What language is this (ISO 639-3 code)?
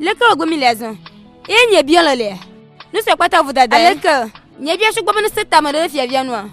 ewe